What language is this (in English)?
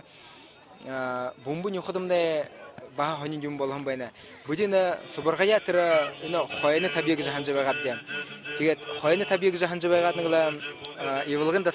Buriat